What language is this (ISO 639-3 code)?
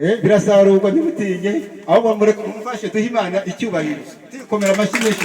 kin